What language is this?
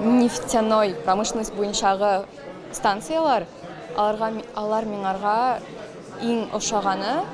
Tatar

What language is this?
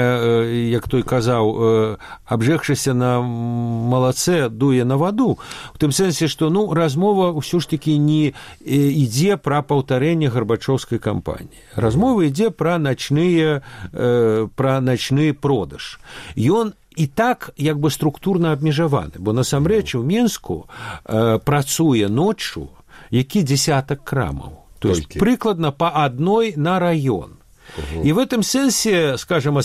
Belarusian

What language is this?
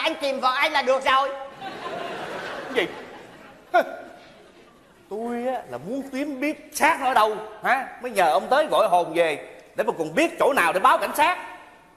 Vietnamese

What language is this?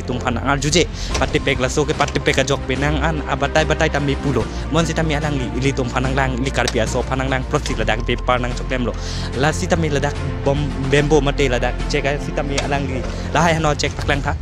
Karbi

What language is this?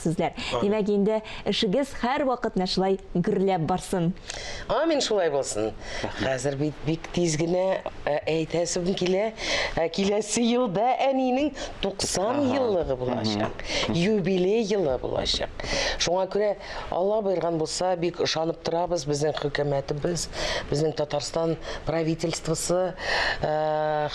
Tatar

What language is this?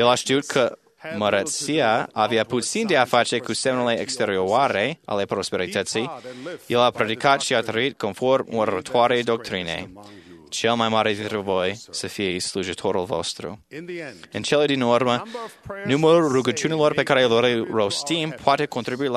Romanian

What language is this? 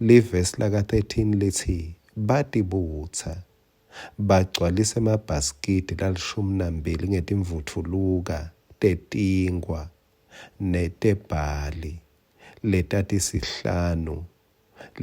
Swati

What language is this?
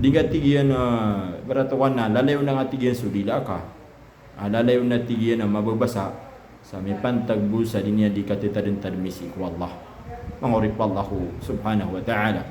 Maranao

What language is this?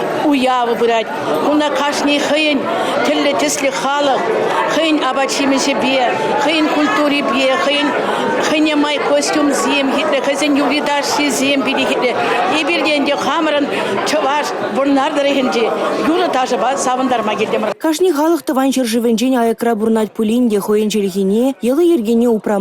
Chuvash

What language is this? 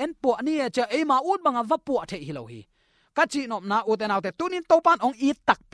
Tedim Chin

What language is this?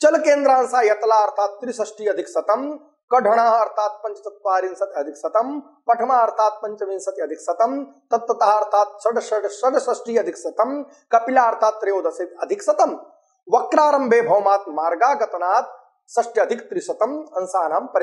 Sanskrit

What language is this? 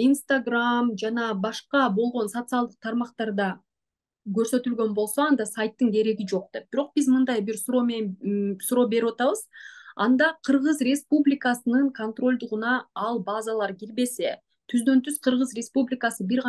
Kyrgyz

